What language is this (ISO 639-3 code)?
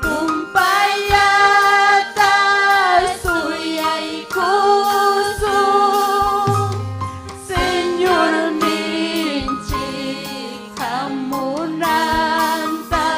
quy